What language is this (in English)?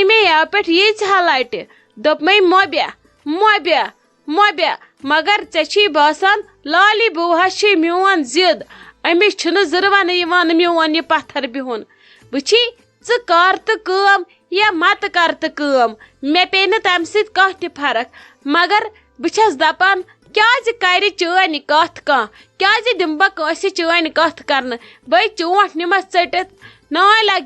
Kashmiri